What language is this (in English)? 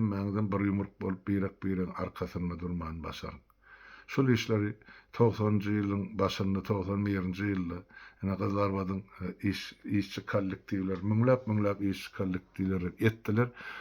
Turkmen